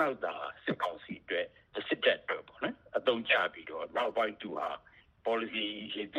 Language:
Burmese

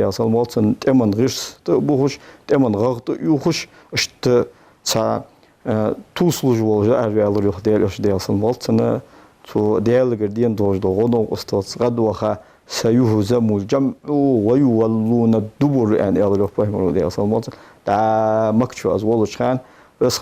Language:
Ingush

